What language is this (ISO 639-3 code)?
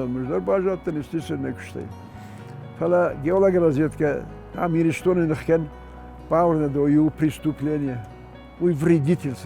oss